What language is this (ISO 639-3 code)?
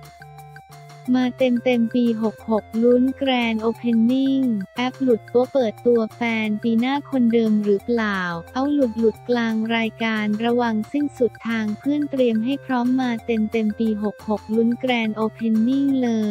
tha